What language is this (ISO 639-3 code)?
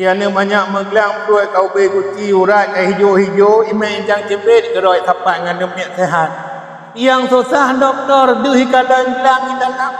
ace